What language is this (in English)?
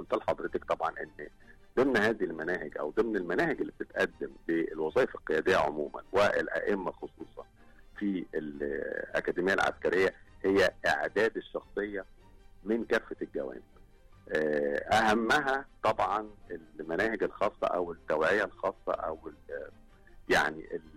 Egyptian Arabic